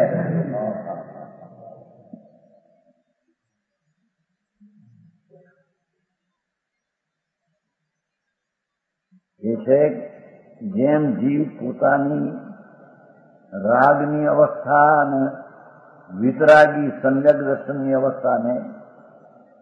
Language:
Gujarati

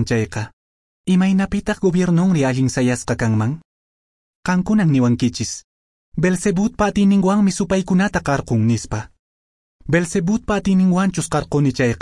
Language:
Quechua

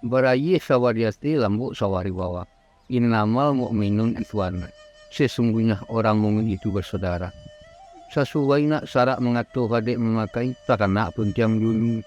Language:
Minangkabau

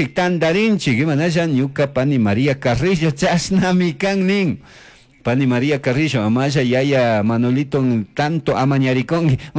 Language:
Chimborazo Highland Quichua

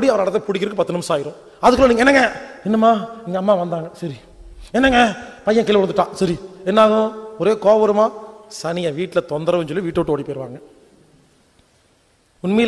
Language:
Tamil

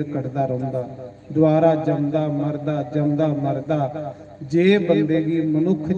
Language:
Dogri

